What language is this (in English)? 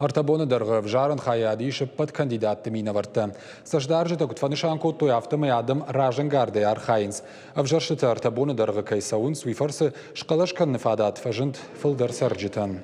Ossetic